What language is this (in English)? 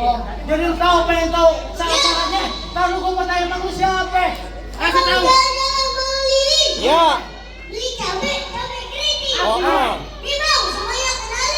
Betawi